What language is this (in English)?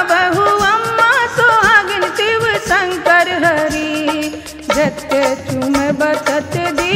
Bhojpuri